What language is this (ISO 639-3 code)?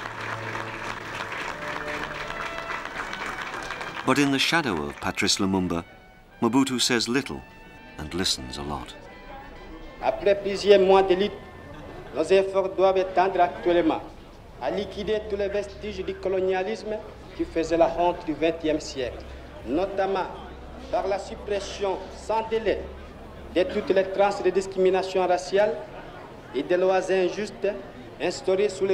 fra